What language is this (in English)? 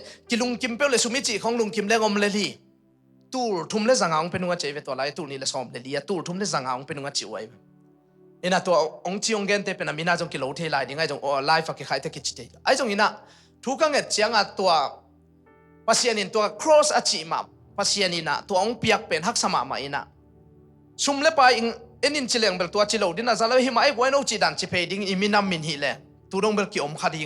Tedim Chin